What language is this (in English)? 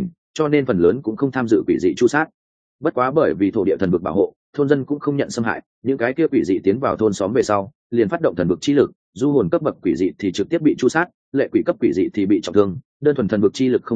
Vietnamese